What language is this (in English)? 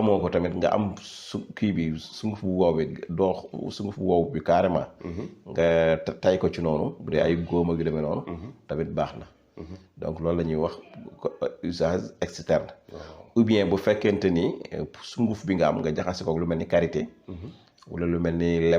Wolof